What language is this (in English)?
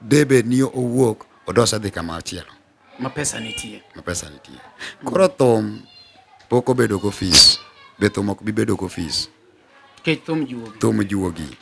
Luo (Kenya and Tanzania)